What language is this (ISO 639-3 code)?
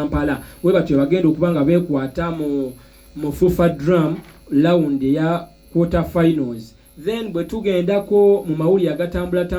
lug